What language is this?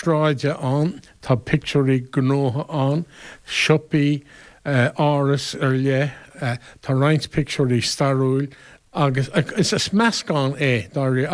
Irish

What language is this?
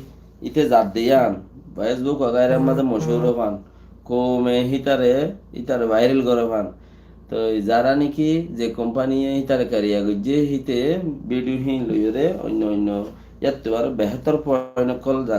Rohingya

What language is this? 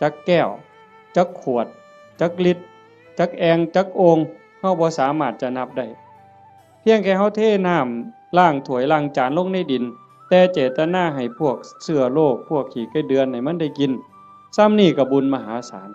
Northeastern Thai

